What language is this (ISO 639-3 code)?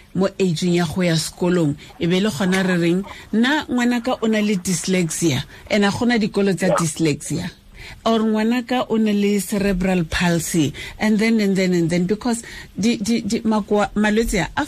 tsn